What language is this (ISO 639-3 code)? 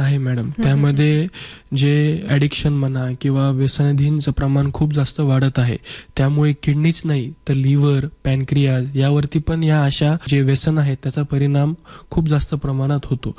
mar